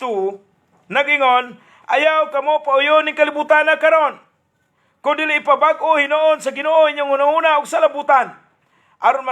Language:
Cebuano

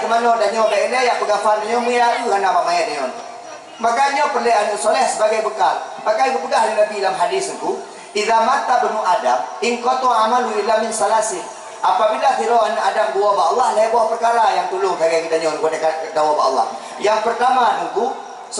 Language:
Achinese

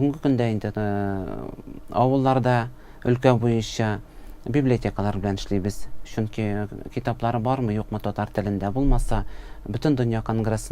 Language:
Tatar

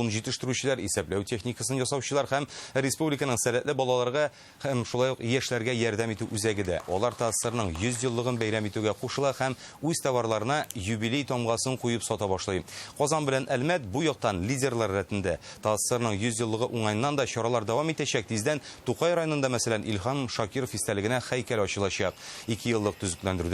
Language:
Tatar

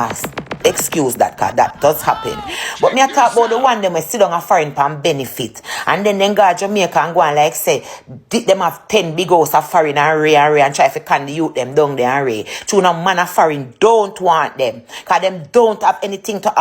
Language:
Jamaican Creole English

